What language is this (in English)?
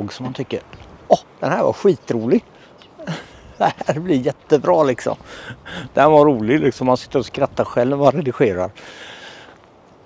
Swedish